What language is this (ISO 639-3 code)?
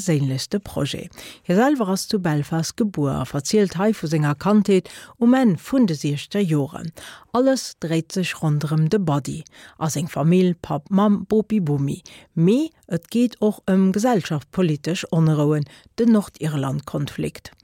ltz